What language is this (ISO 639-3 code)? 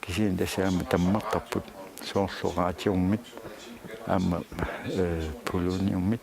kal